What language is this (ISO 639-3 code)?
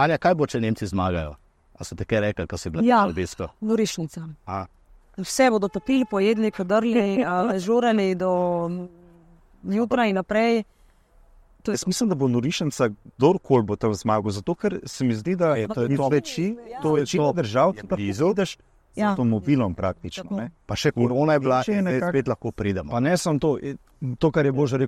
slv